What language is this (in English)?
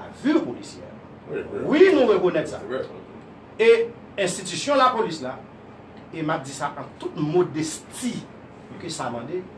Haitian Creole